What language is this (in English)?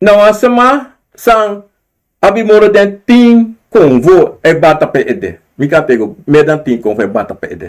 Sranan Tongo